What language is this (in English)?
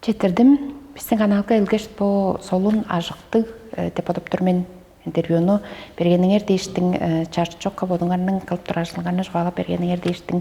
Tuvinian